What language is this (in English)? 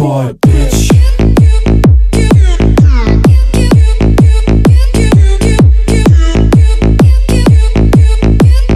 Danish